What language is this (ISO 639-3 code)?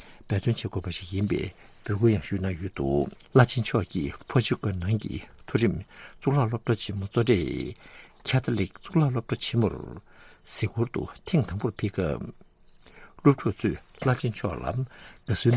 bod